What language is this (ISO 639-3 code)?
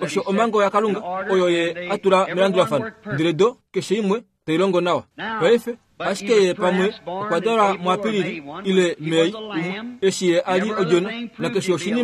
kua